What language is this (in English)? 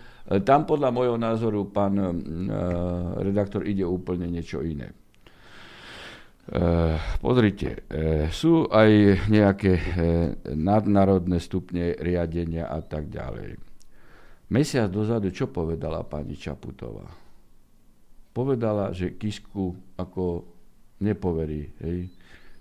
Slovak